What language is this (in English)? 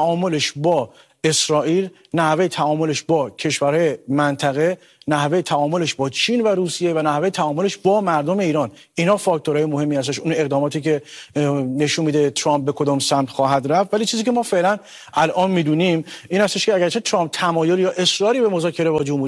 Persian